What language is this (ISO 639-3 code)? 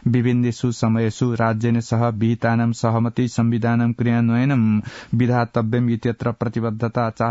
san